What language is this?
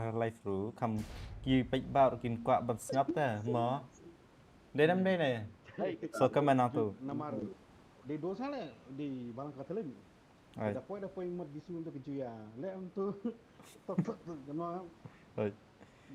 Khasi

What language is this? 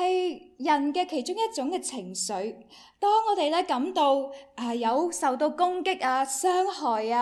Cantonese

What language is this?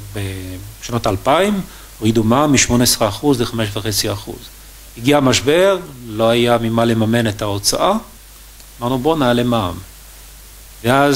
Hebrew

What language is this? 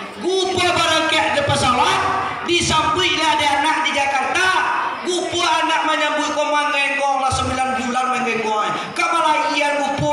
Minangkabau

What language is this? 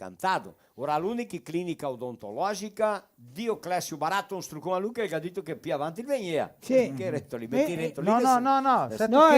Venetian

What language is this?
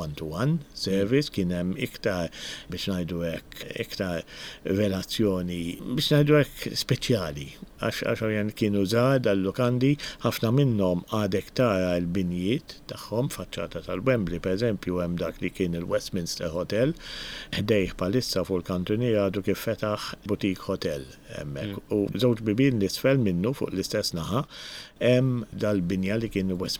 Maltese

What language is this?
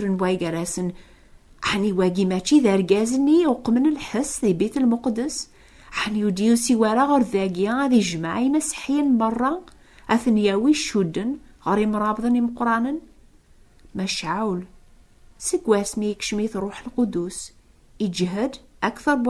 Kabyle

